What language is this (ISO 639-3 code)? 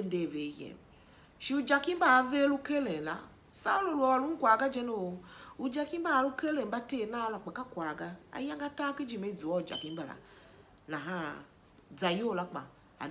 tiv